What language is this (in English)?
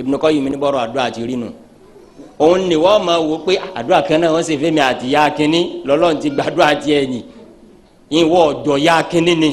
Yoruba